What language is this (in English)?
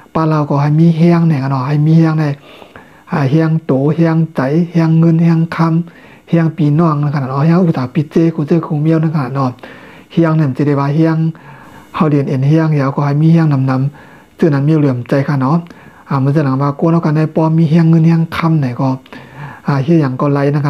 Shan